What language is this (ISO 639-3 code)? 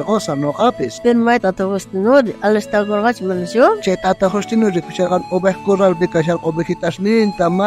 quh